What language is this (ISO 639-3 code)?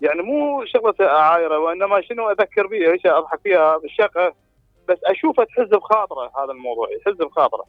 acm